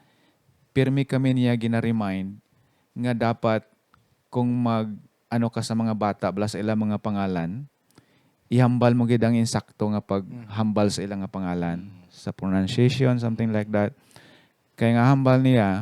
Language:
Hiligaynon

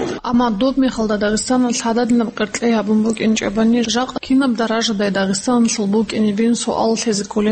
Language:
Avaric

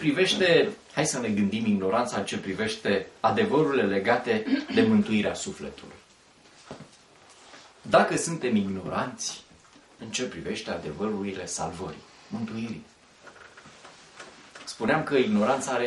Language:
Romanian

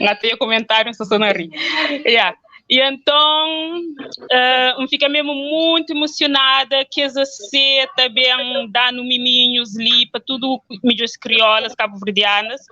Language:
Kabuverdianu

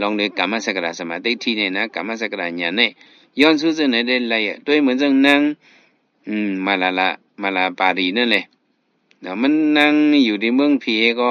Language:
Shan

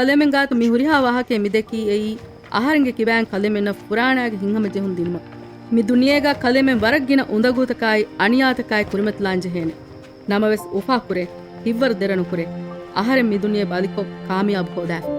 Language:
Divehi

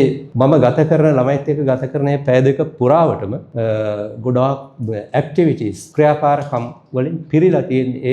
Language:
Sinhala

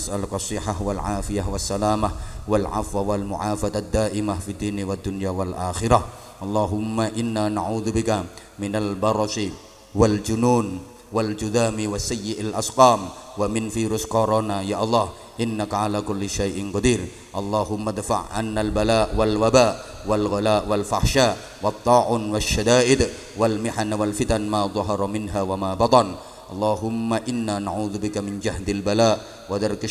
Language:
Javanese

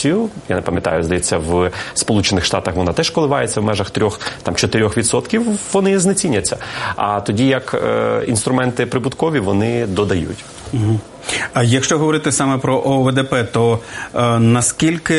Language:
Ukrainian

